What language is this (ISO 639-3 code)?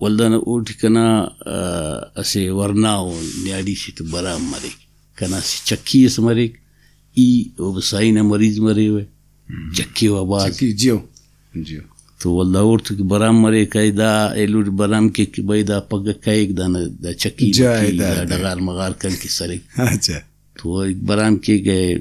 brh